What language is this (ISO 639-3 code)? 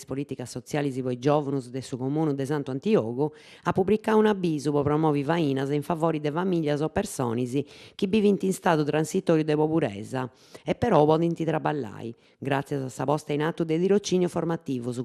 srd